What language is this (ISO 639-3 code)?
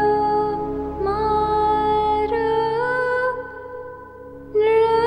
guj